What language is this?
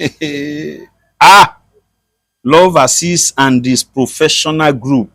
Yoruba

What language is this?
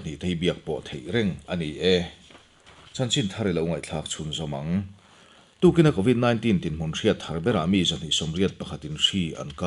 Mizo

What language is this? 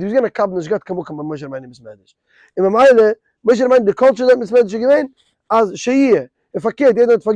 Yiddish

